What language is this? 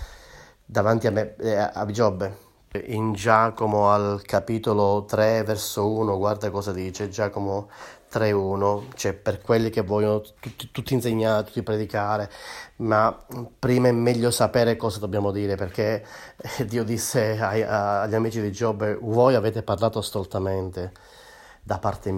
Italian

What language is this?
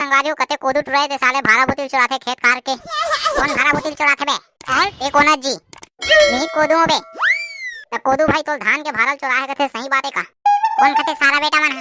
Chhattisgarhi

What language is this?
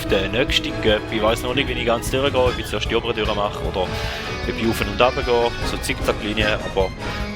Swiss German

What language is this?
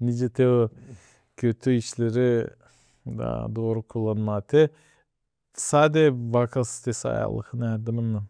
Gagauz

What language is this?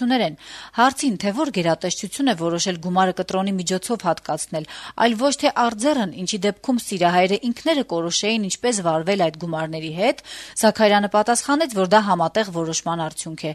Armenian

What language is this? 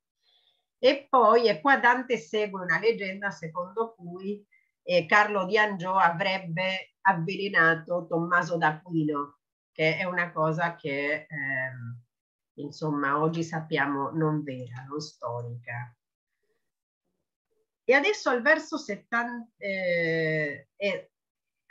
Italian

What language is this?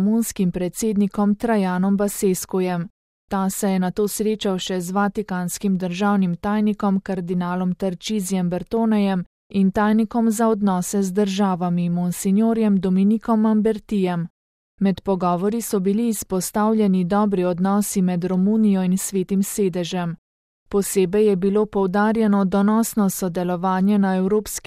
Slovenian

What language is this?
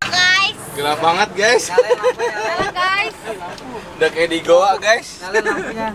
Betawi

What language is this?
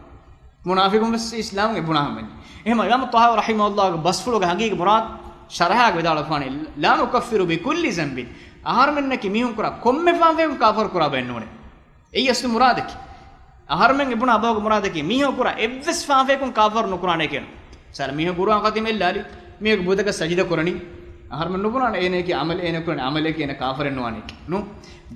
Divehi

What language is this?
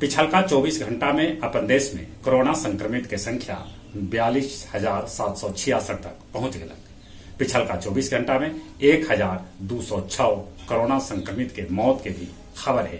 Magahi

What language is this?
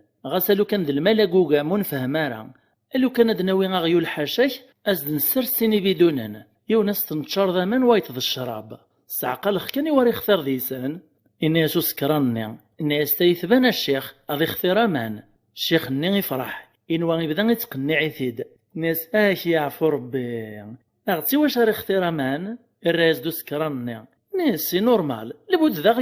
Kabyle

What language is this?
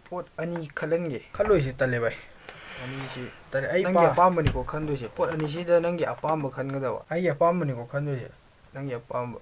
Manipuri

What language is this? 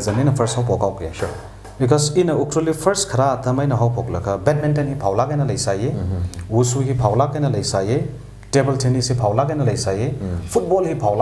Tangkhul Naga (India)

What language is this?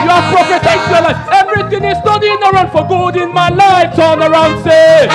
Ewe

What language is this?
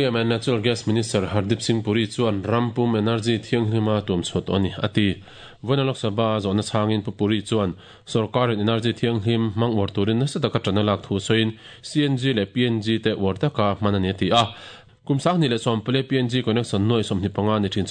Mizo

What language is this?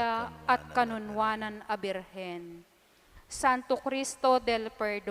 Pampanga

